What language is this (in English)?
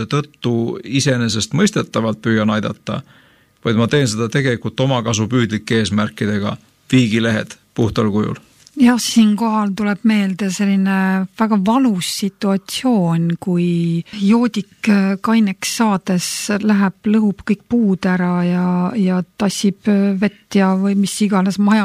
Estonian